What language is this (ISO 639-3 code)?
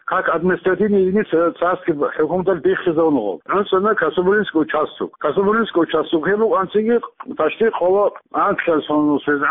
ava